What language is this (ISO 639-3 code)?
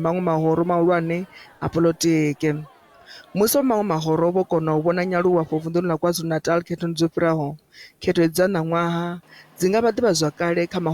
ven